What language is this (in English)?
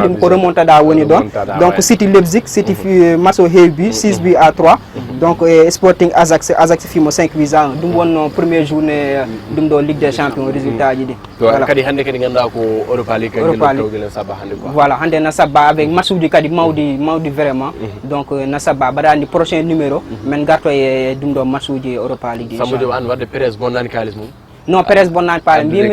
Fula